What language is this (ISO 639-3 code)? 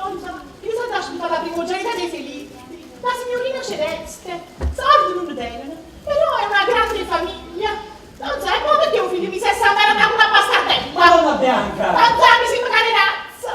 nap